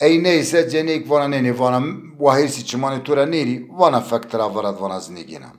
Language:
Zaza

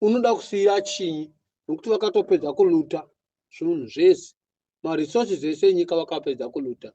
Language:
Shona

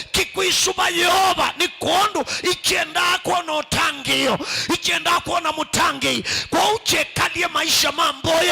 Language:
Kamba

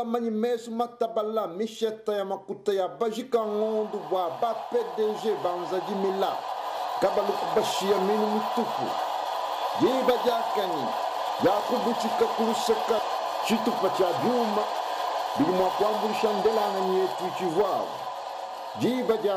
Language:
Luba-Lulua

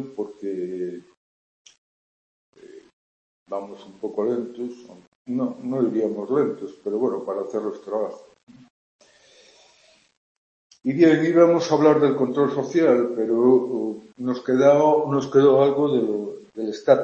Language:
Spanish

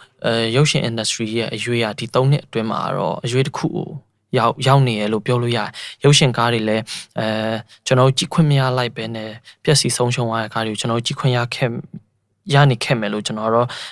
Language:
Burmese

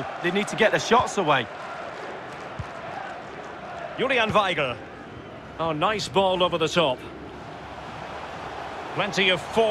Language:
English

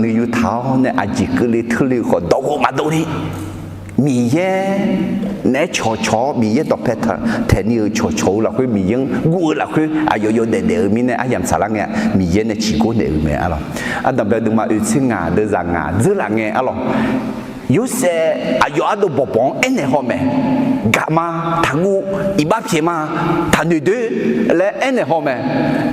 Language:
Akha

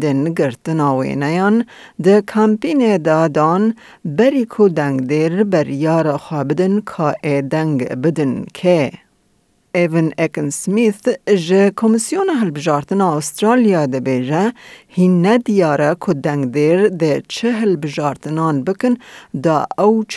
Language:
Kurdish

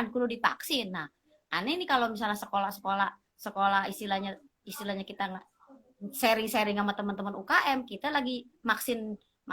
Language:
Betawi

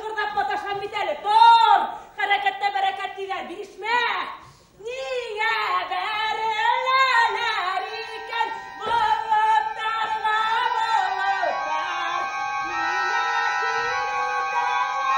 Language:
Bashkir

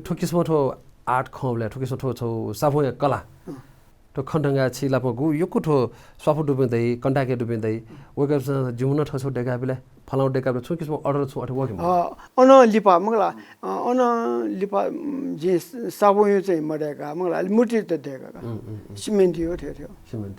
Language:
Newari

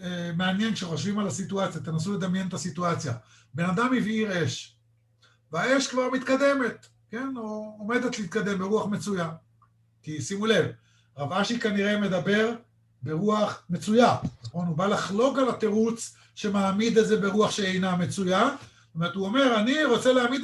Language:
Hebrew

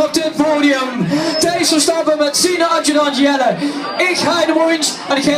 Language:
Limburgish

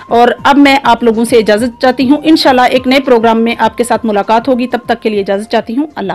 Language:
Urdu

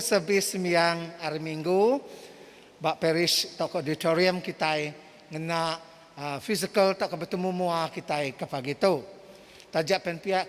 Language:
Iban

